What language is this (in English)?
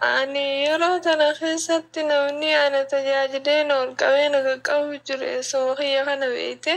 Oromo